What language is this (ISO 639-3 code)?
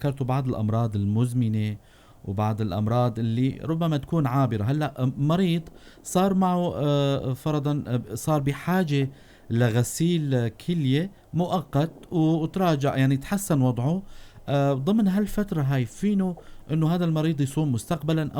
apc